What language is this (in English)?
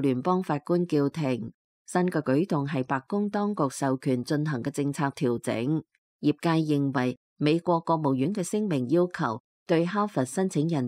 Cantonese